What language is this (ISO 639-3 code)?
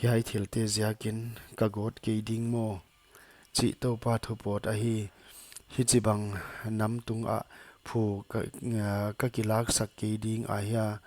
pck